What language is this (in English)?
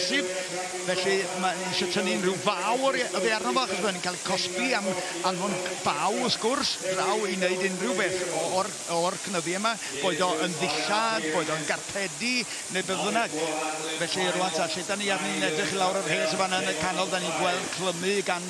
Welsh